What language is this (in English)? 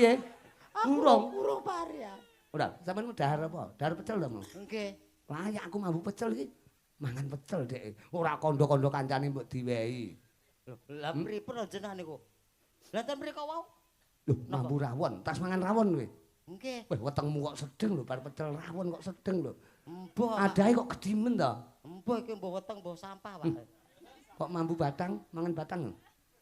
Javanese